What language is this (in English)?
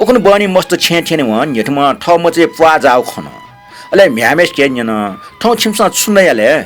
Newari